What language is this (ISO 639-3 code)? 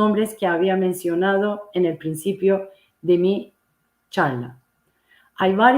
lad